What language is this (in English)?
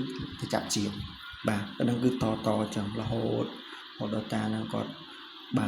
Khmer